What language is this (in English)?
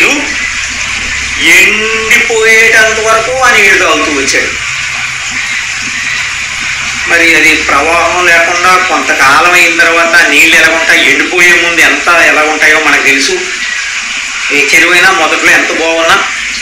Telugu